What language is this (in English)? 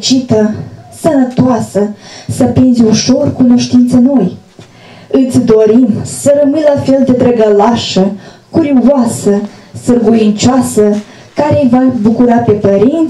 Romanian